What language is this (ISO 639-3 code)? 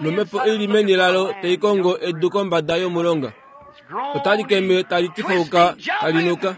kua